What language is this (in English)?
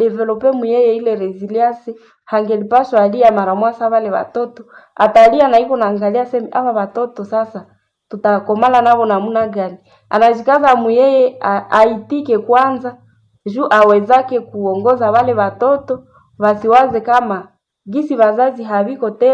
Swahili